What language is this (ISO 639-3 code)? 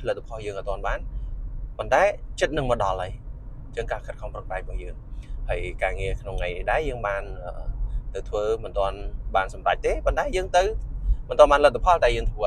khm